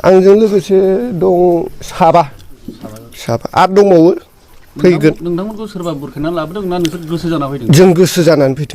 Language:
Bodo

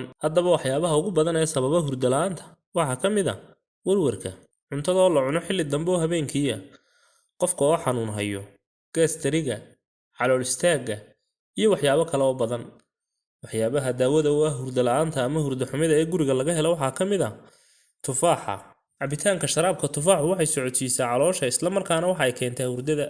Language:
Somali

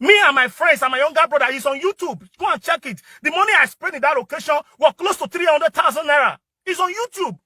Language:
Nigerian Pidgin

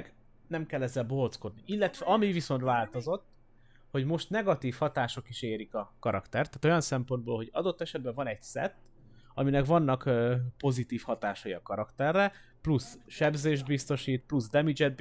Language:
Hungarian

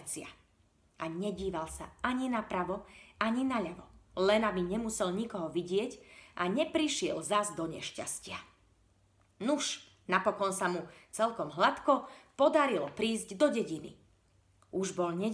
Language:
Slovak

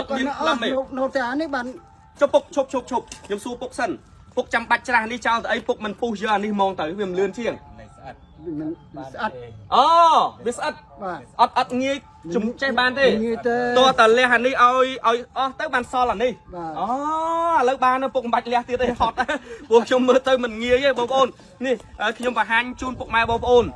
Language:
Khmer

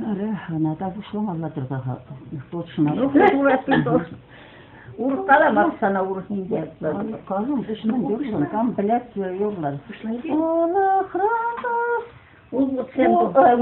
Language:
Chuvash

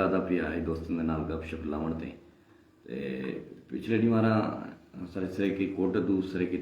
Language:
Saraiki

